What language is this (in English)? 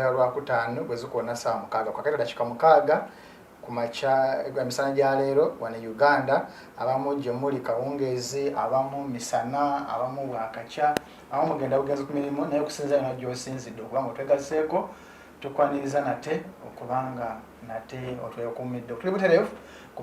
Ganda